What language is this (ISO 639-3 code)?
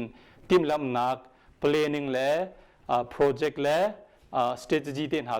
cnh